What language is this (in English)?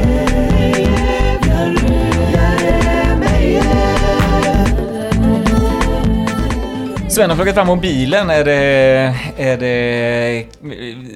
Swedish